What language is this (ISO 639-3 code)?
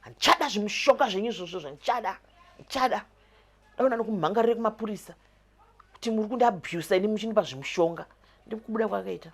sna